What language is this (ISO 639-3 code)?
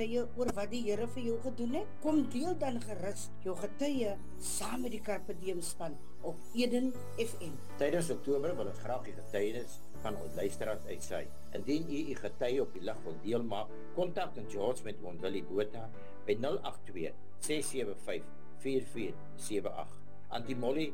afr